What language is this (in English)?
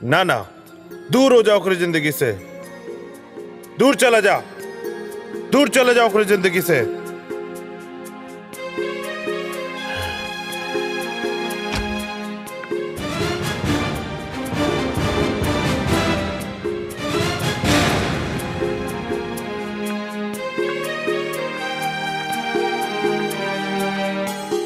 Bhojpuri